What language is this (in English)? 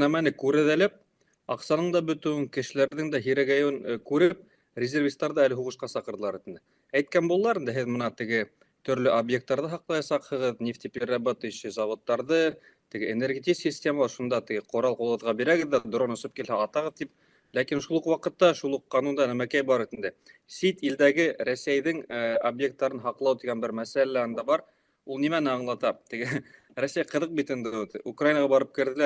Bashkir